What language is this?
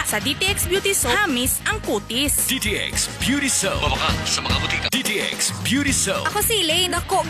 Hiligaynon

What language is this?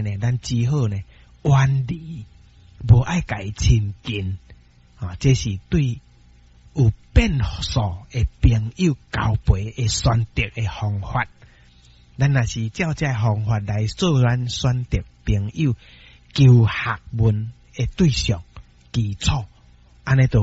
Min Nan Chinese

